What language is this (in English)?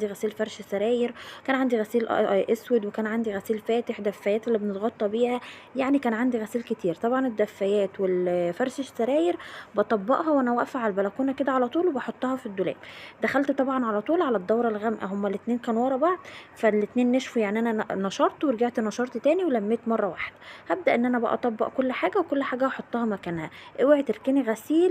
Egyptian Arabic